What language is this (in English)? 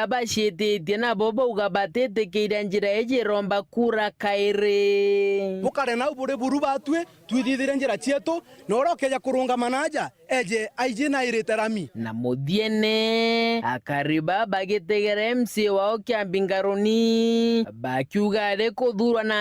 Meru